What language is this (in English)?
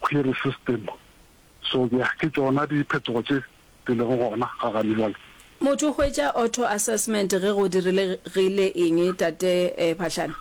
Northern Sotho